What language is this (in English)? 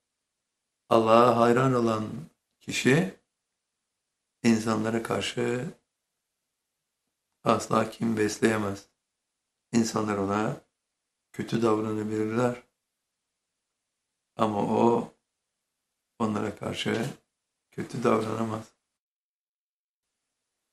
Turkish